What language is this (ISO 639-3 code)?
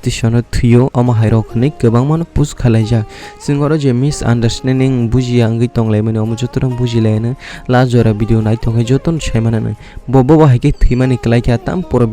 trp